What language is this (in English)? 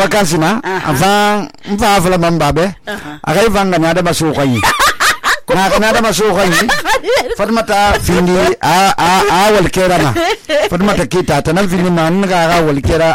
Susu